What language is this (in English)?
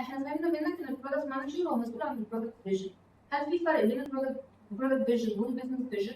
Egyptian Arabic